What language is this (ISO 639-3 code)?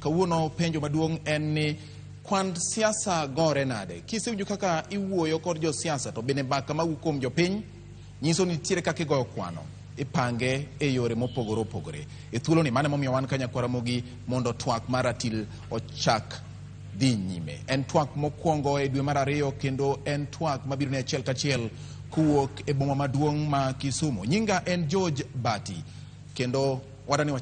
luo